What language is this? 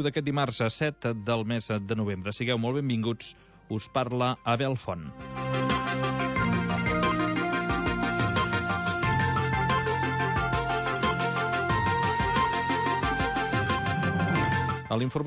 Catalan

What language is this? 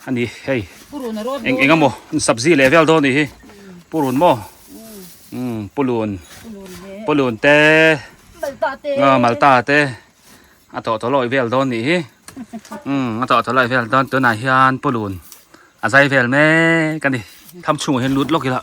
Biete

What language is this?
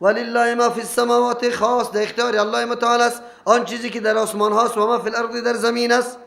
Persian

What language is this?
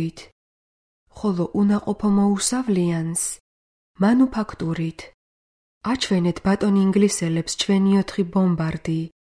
Georgian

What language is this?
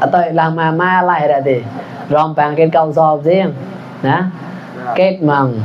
Mon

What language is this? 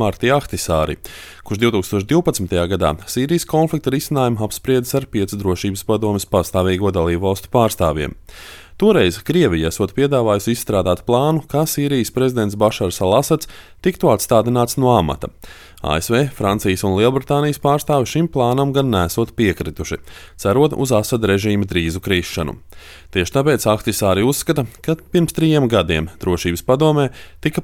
Latvian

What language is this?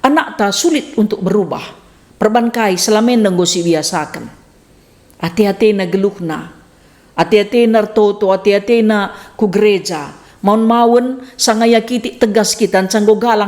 Batak Karo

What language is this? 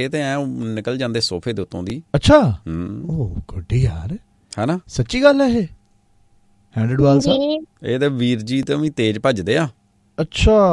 Punjabi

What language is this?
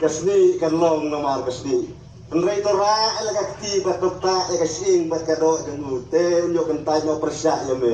Khasi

